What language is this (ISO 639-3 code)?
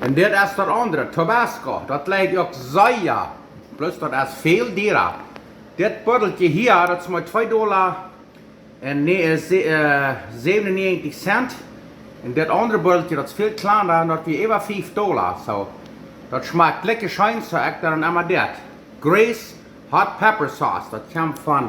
pdt